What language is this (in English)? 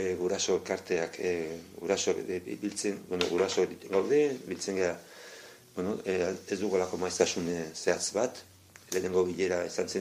Basque